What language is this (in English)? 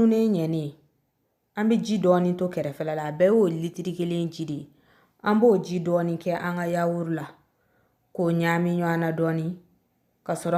Bambara